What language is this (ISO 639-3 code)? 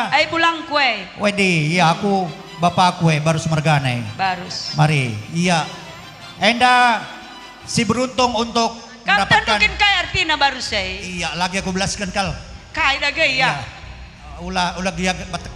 btx